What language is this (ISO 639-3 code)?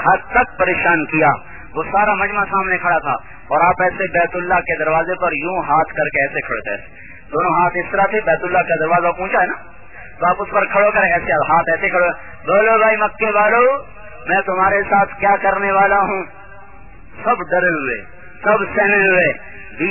urd